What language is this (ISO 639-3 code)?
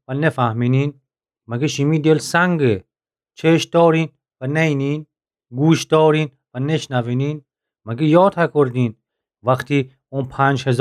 glk